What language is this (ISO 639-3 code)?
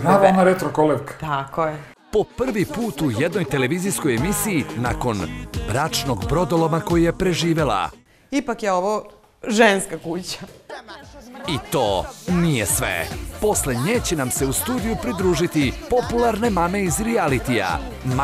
srp